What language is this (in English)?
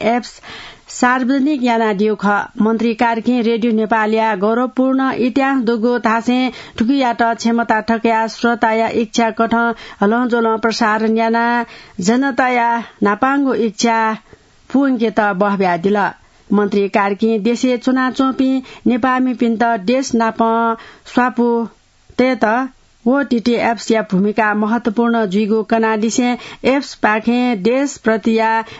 Newari